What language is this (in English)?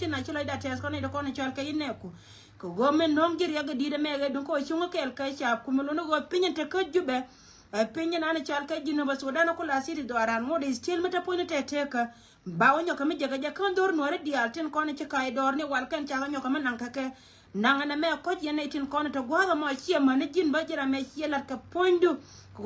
Nuer